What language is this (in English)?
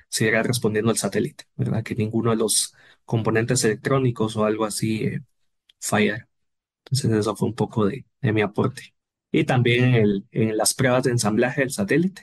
Spanish